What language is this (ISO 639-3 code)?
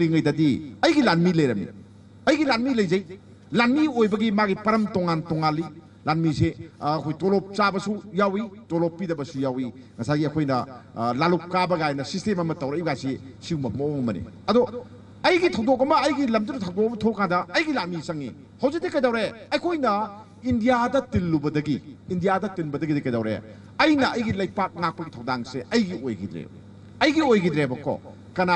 mni